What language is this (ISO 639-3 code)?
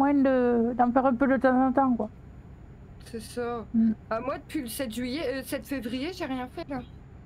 fra